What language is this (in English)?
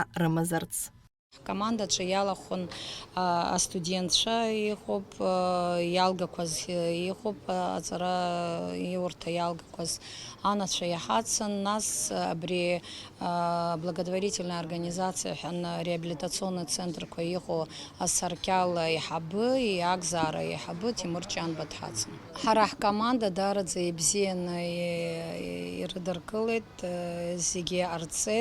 Abkhazian